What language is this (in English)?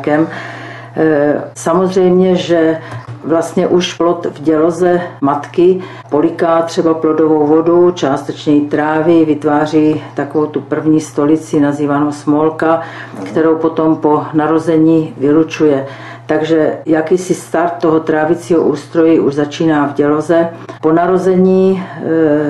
Czech